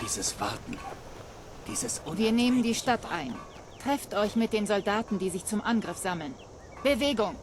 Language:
Bavarian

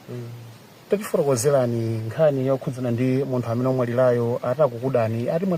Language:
Nyanja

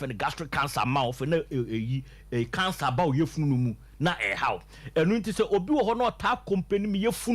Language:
Akan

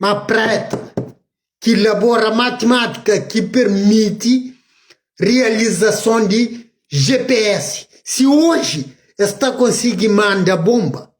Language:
Kabuverdianu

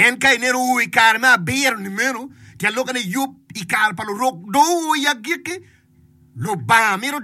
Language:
Acoli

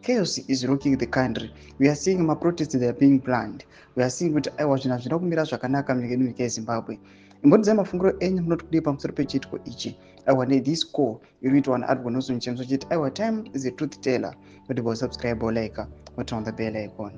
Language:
Shona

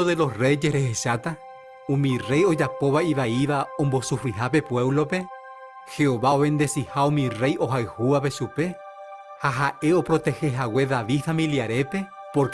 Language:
Guarani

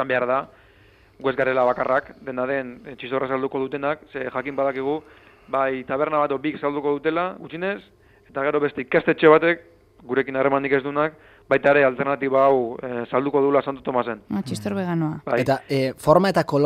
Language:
Basque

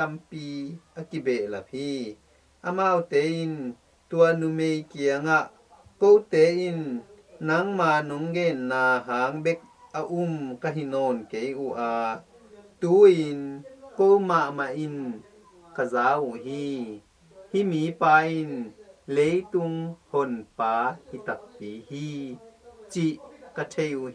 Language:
Tedim Chin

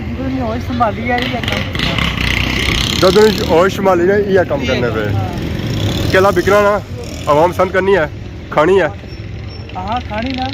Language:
Pahari-Potwari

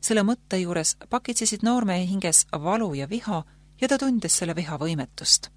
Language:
Estonian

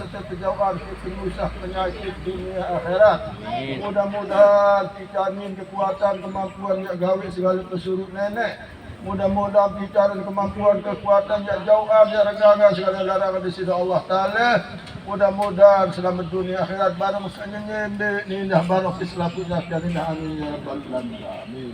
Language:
Sasak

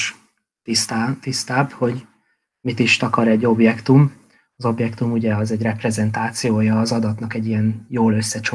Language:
Hungarian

